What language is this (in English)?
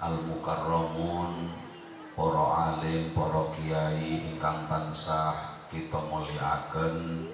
Javanese